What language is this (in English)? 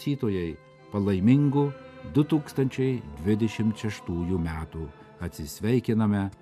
Lithuanian